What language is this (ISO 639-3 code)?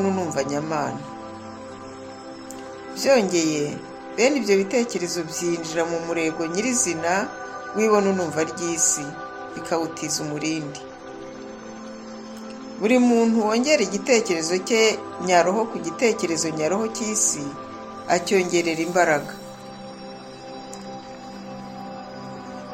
kin